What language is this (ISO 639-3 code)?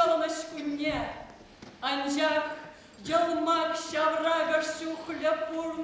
chv